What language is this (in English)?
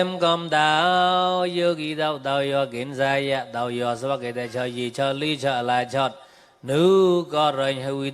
Mon